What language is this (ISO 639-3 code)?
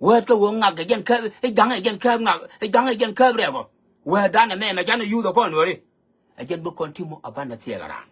nus